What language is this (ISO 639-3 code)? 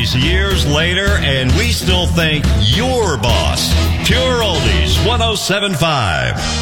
eng